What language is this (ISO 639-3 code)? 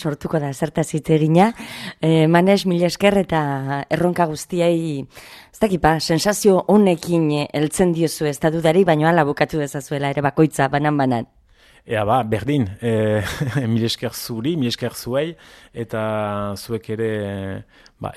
eus